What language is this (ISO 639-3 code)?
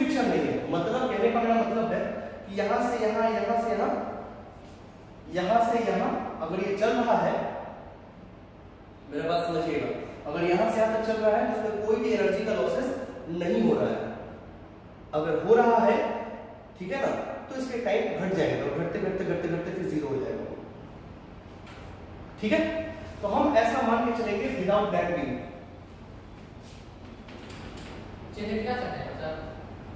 hin